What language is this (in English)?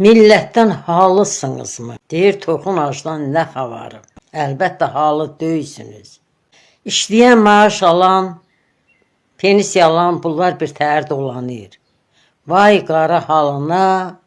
Azerbaijani